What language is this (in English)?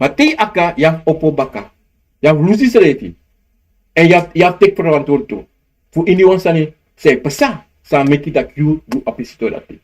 Sranan Tongo